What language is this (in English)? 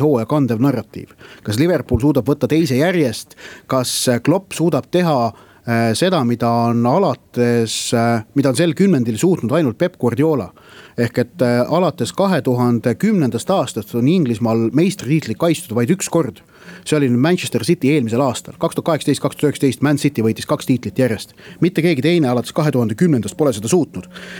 Estonian